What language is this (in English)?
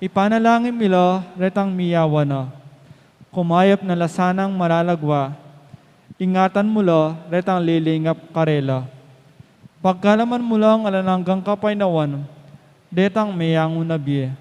Pampanga